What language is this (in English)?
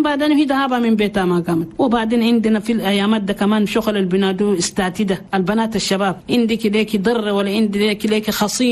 Chadian Arabic